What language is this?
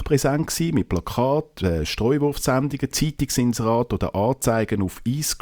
German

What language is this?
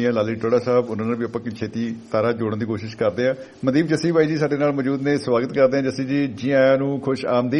Punjabi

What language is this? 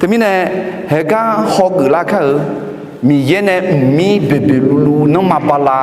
Akha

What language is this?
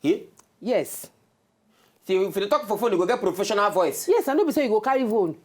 Nigerian Pidgin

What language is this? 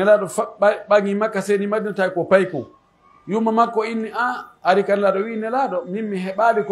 Pular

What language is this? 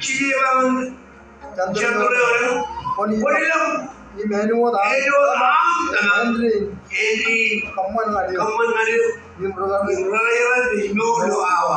Marshallese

